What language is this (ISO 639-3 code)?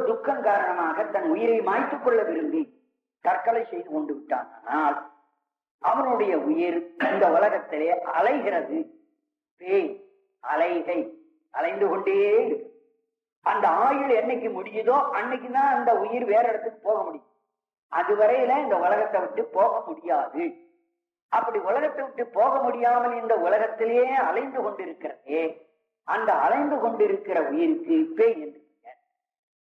tam